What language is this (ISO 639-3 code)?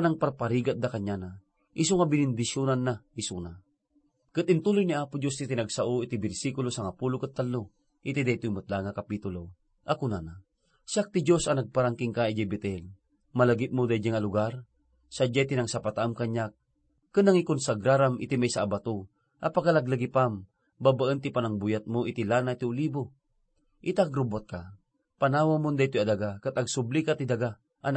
ilo